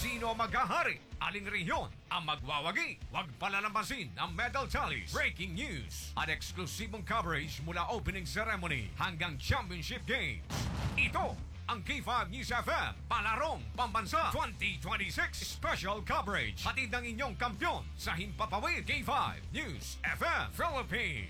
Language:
Filipino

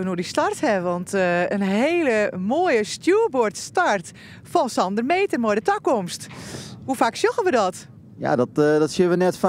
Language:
Western Frisian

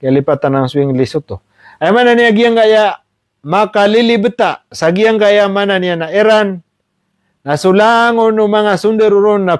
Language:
Maranao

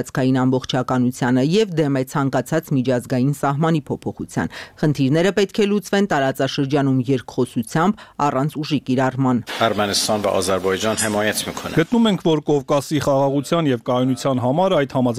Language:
Armenian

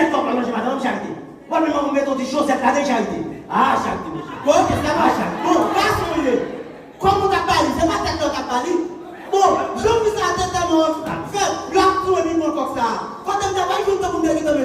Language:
Haitian Creole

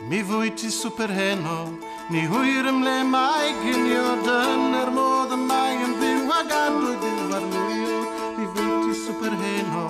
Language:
Welsh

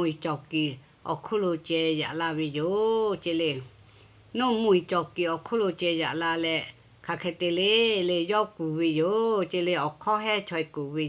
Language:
Lahu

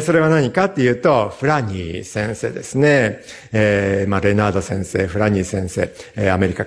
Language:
Japanese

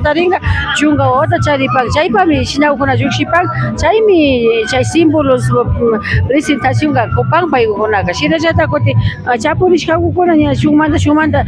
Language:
Imbabura Highland Quichua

